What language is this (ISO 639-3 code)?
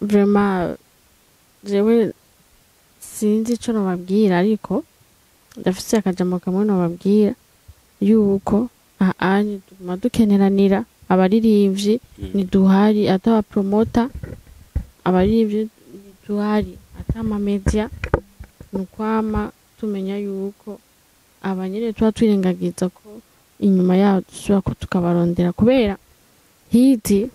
run